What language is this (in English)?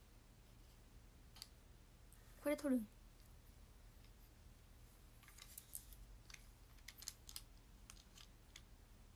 Japanese